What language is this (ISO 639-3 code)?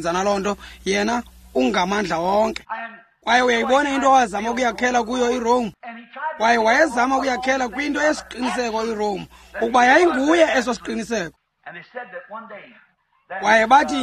xho